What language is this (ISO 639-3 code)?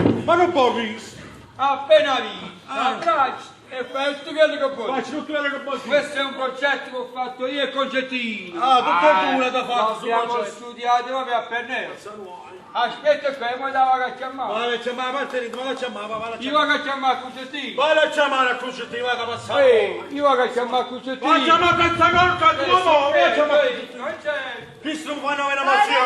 nap